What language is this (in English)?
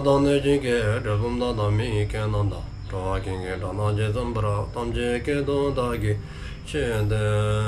Dzongkha